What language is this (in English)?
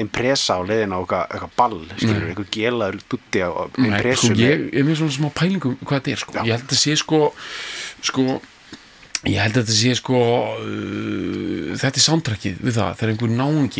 Icelandic